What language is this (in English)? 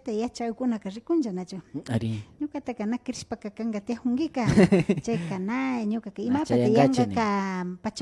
Imbabura Highland Quichua